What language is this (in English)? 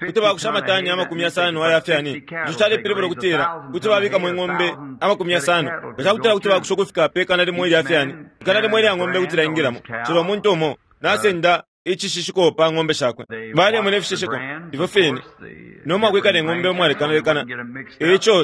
Bemba